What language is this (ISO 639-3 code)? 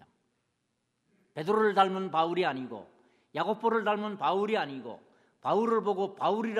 kor